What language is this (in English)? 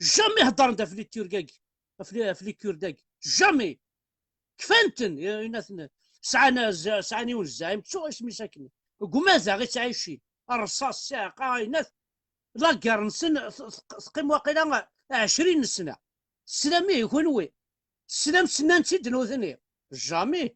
Kabyle